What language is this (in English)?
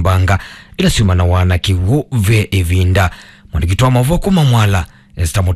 Kamba